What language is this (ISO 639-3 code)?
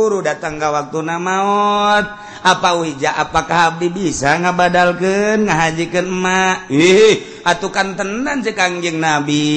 sun